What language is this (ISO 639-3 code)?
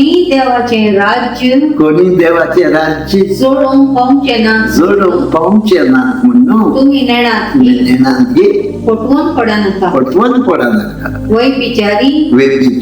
kok